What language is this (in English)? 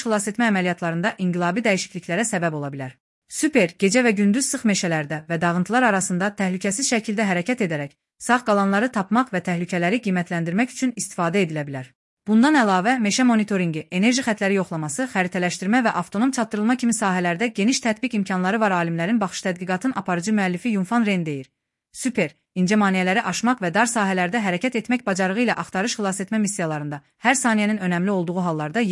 Azerbaijani